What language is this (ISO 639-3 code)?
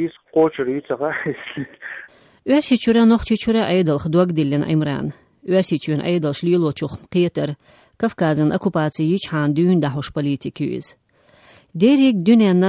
che